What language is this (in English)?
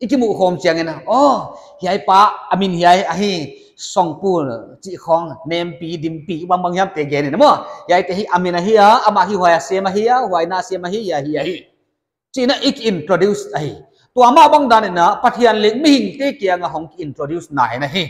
Paite Chin